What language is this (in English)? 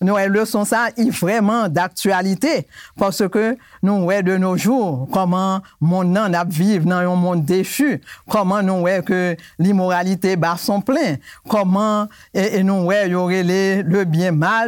Haitian Creole